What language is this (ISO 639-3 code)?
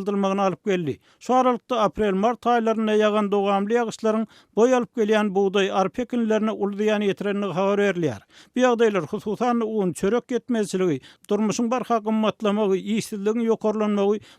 tuk